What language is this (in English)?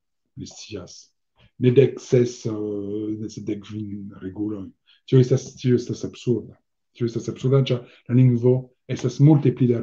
Esperanto